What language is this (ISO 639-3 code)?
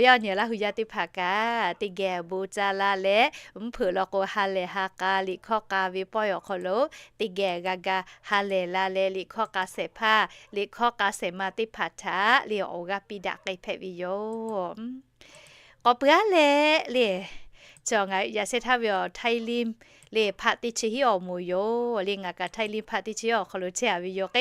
lhu